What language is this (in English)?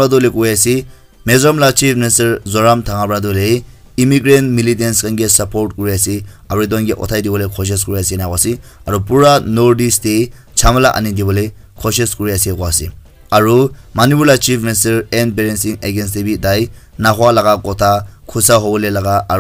Naga Pidgin